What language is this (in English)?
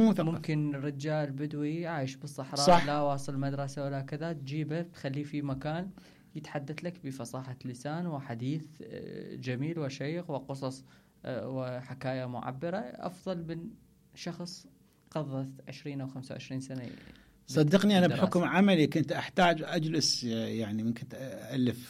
Mesopotamian Arabic